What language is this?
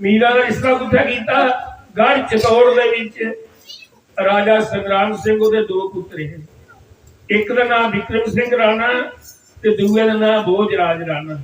Dogri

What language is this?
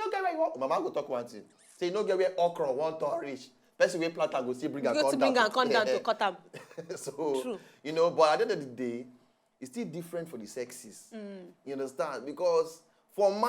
Nigerian Pidgin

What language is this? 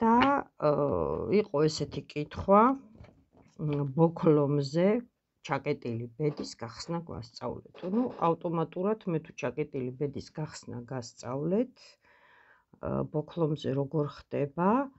Georgian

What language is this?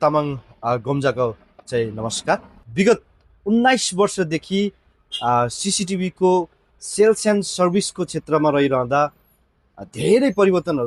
Nepali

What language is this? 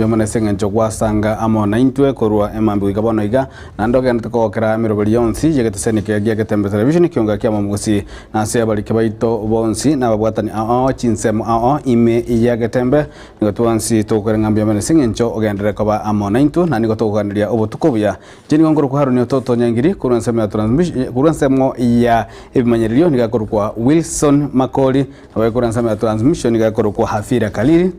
Gusii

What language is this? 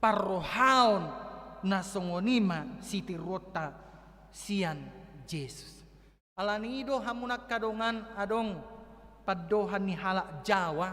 Batak Toba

